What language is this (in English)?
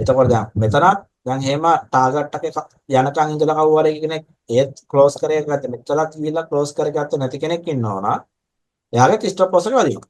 Sinhala